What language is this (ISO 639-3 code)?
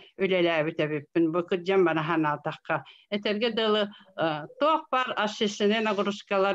sah